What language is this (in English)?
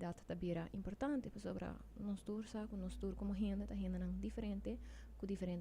Papiamento